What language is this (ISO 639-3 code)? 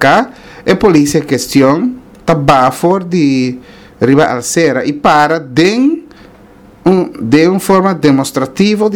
pap